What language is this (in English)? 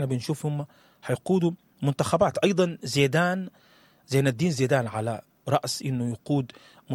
Sudanese Arabic